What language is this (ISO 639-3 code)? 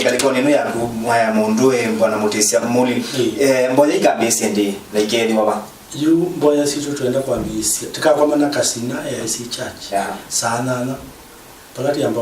kam